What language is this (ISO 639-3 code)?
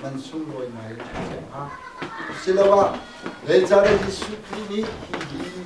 cnh